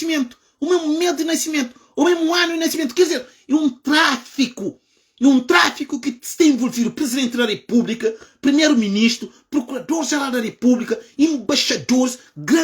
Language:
Kabuverdianu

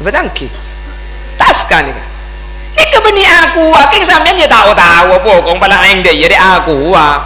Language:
Madurese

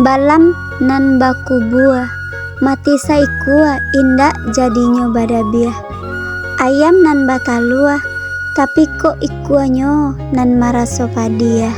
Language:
Minangkabau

